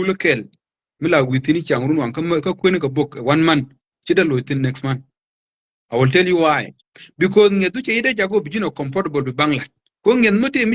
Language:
Nuer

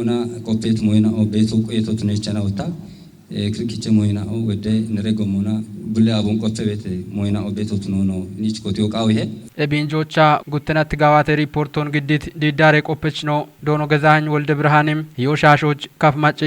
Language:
Kafa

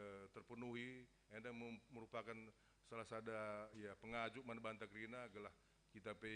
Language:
Batak Karo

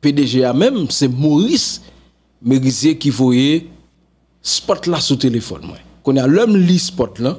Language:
Haitian Creole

